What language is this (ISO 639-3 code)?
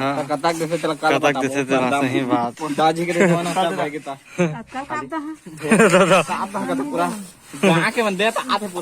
hne